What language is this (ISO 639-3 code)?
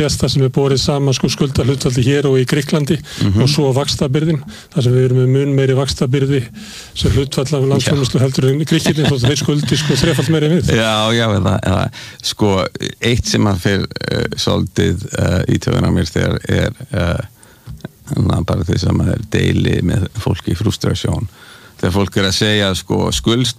isl